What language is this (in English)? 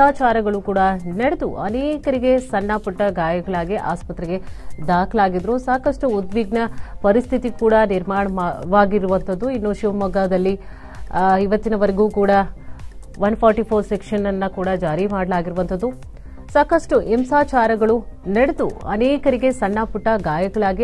Kannada